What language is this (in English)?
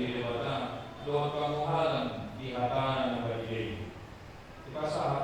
Batak Toba